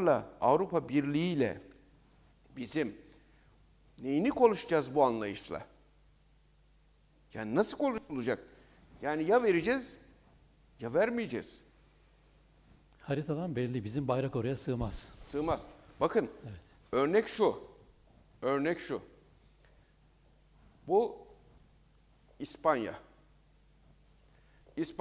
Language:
Turkish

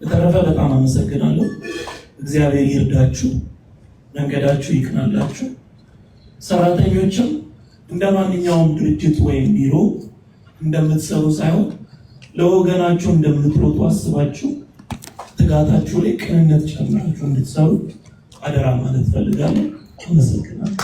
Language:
Amharic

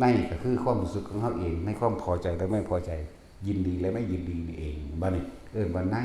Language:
Northeastern Thai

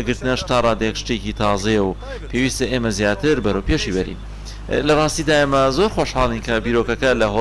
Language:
Central Kurdish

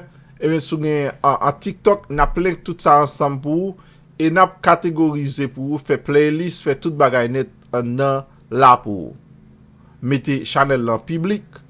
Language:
Haitian Creole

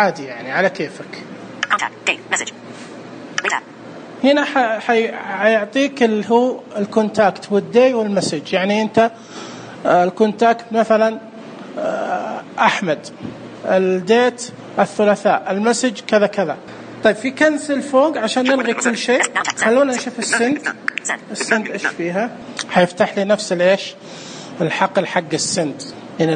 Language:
Najdi Arabic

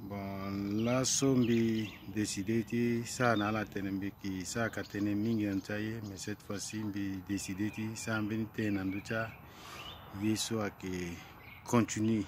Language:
Sango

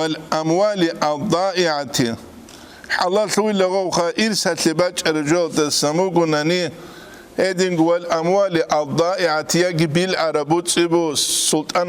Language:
Avaric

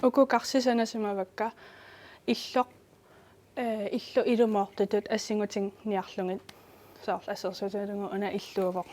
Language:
Kalaallisut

